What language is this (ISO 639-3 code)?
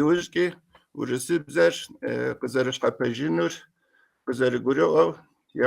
kbd